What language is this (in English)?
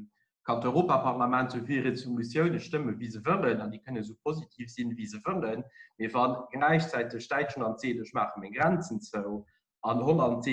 Luxembourgish